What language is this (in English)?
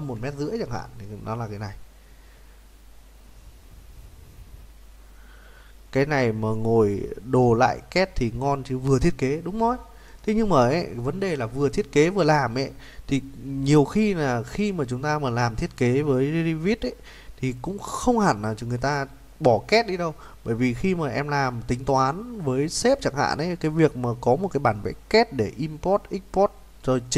Vietnamese